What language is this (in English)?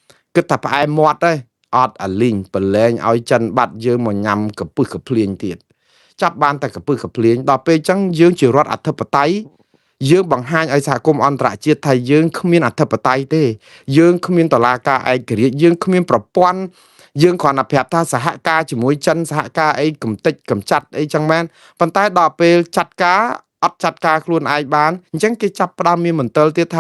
Khmer